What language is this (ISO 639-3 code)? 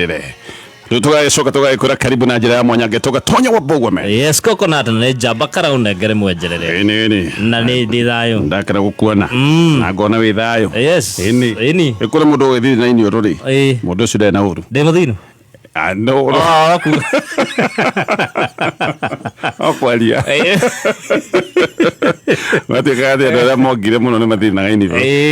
kik